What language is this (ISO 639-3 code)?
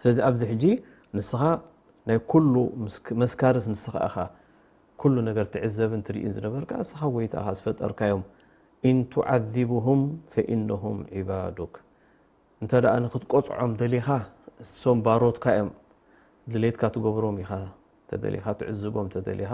tir